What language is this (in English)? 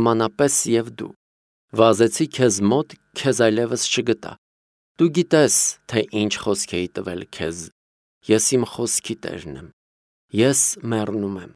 Armenian